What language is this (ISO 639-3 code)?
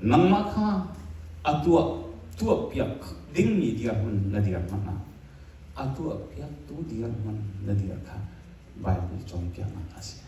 cnh